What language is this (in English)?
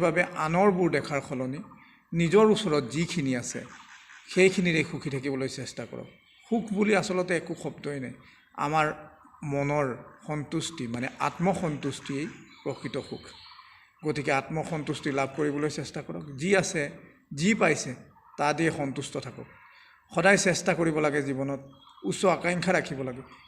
Assamese